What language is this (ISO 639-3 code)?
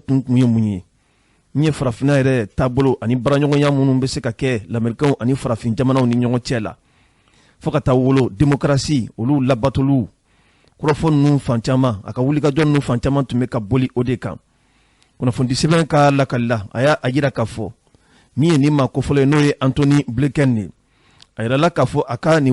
bam